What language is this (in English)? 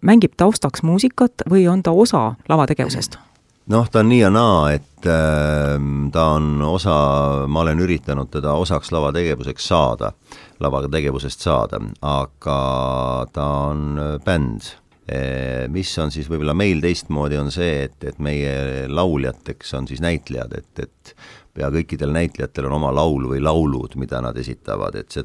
Estonian